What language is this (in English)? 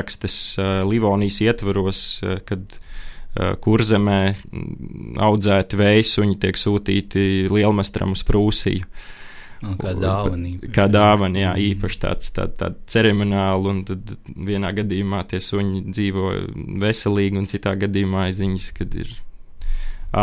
Latvian